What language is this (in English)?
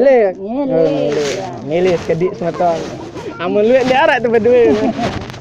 Sasak